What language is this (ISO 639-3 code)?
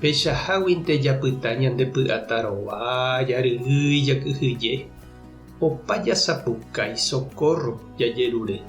grn